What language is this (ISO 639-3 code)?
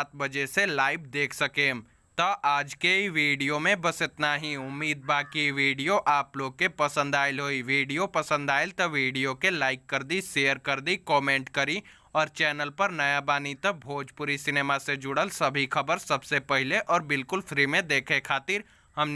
bho